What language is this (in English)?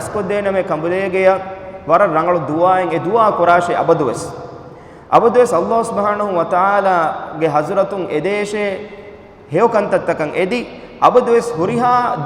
Divehi